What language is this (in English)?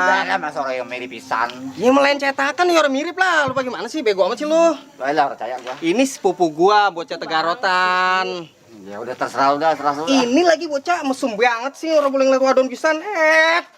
Betawi